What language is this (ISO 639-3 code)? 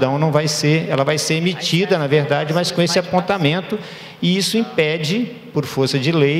por